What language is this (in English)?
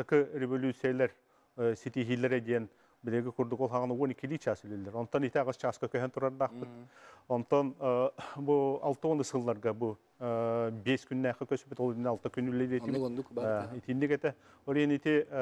Yakut